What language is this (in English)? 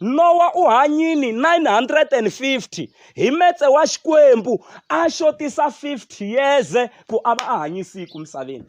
Tsonga